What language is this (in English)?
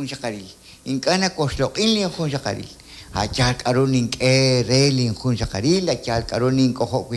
Kekchí